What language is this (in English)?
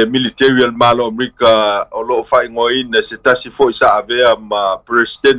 Samoan